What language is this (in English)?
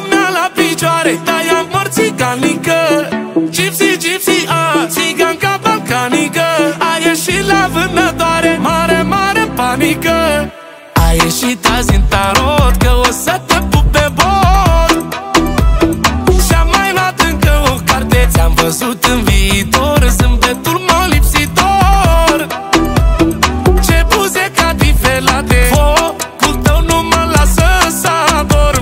Romanian